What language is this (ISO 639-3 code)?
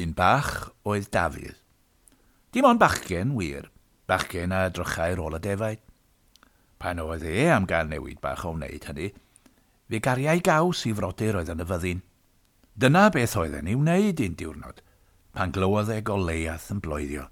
cym